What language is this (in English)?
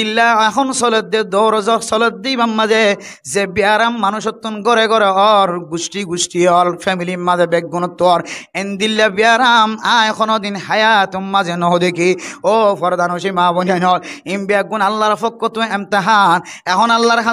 Rohingya